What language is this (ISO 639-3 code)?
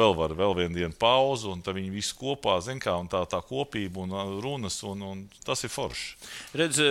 lav